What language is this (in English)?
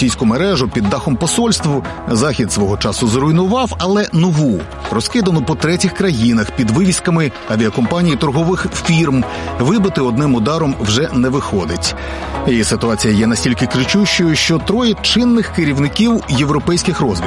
Ukrainian